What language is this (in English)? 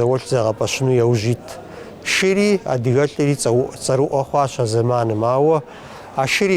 Kabardian